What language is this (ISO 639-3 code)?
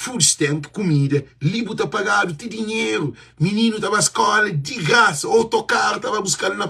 kea